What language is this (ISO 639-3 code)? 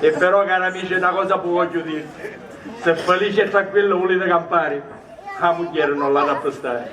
scn